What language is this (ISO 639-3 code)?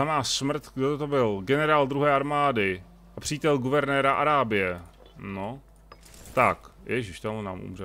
ces